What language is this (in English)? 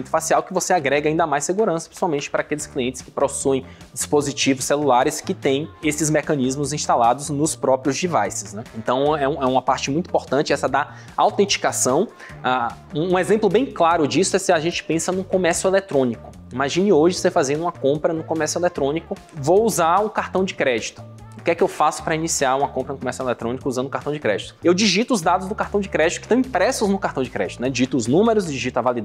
Portuguese